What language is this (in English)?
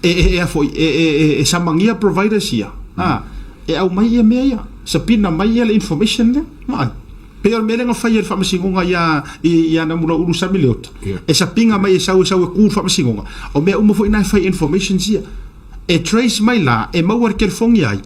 Samoan